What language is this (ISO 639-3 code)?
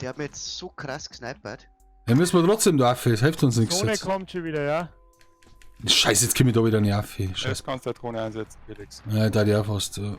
bar